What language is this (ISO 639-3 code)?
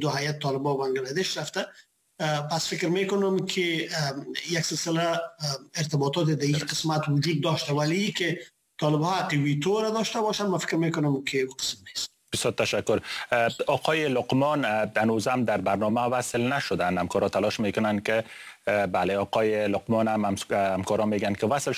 fas